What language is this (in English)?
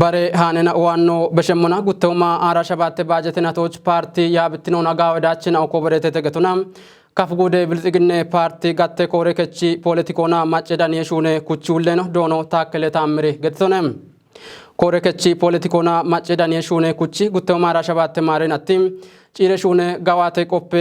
Kafa